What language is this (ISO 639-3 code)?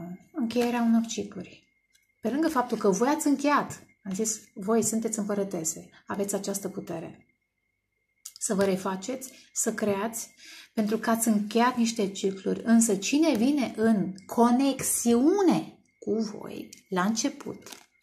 ron